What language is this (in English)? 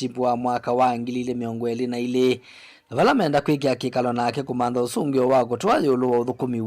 Kamba